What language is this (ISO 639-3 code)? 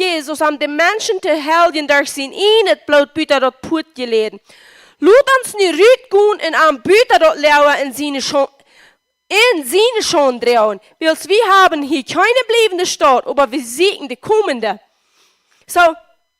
pdt